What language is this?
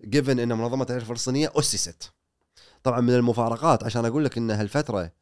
Gulf Arabic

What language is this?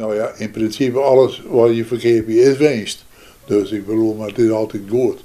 Western Frisian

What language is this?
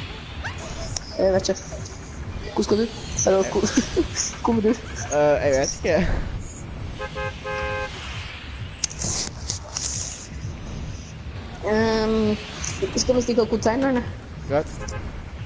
Norwegian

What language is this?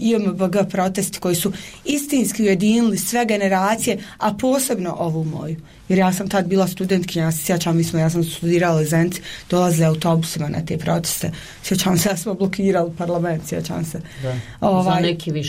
Bosnian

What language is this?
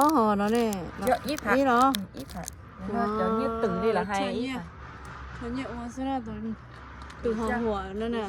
Hmong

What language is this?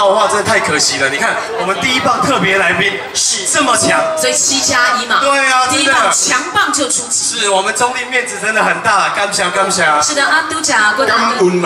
Min Nan Chinese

